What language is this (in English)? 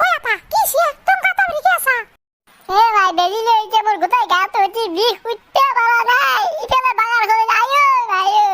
Assamese